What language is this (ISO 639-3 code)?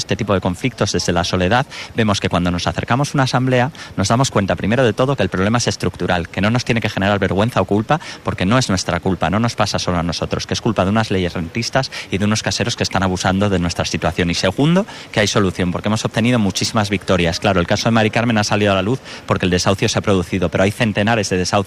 spa